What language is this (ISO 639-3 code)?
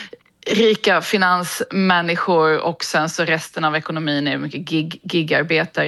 swe